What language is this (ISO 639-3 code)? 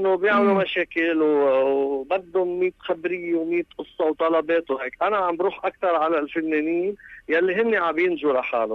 apc